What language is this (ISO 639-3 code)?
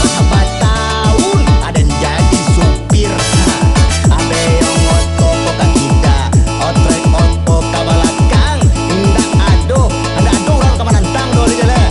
min